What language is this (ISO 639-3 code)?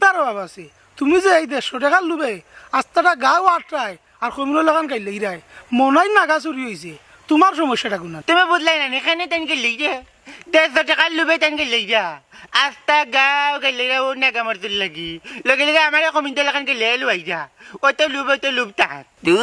syl